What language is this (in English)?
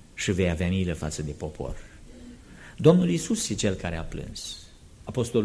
Romanian